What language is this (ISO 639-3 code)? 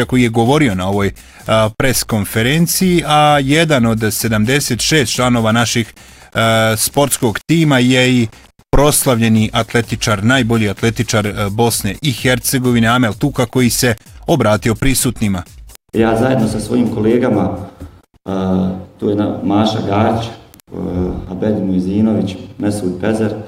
bos